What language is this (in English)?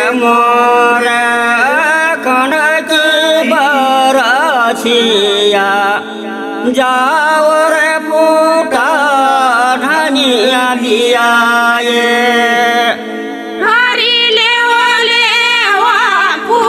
Bhojpuri